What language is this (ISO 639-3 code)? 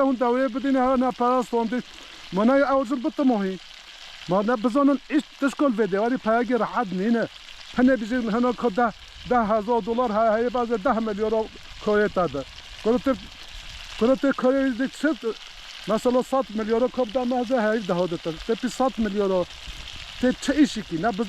kur